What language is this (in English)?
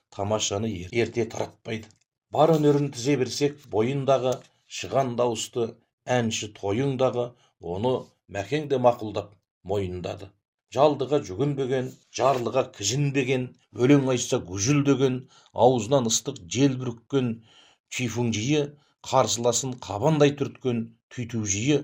Kazakh